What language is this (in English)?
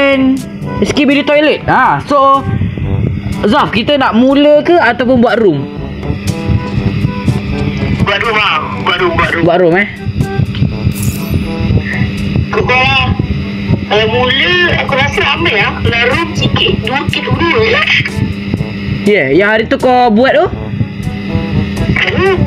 Malay